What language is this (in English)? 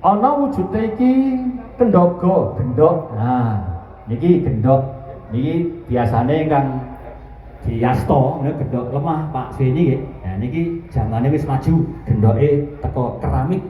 Javanese